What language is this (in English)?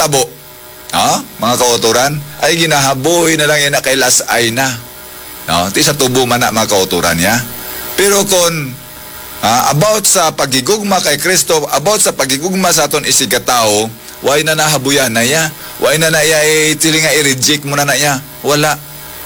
Hiligaynon